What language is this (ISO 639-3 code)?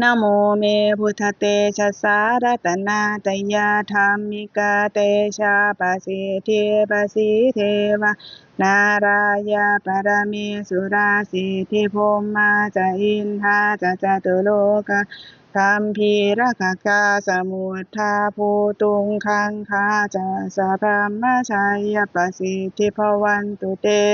pli